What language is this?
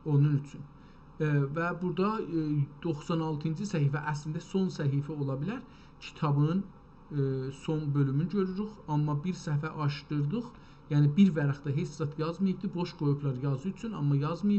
South Azerbaijani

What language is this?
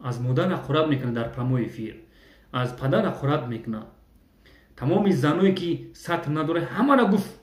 Tajik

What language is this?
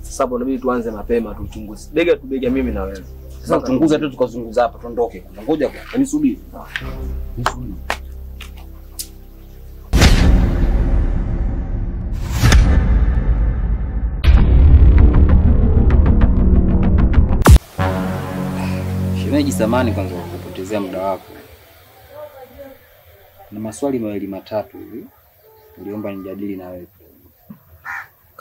Swahili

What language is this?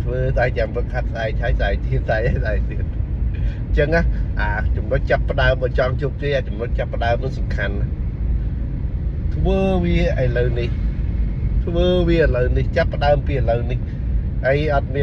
Khmer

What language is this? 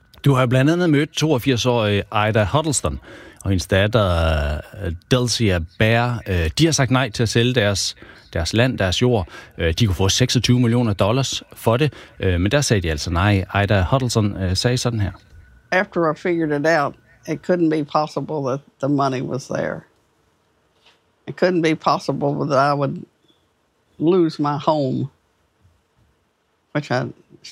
Danish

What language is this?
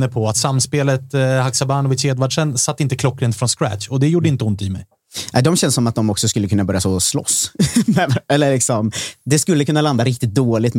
Swedish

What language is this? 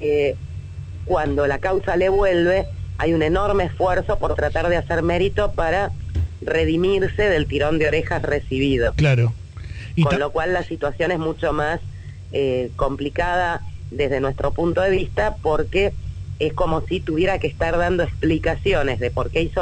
Spanish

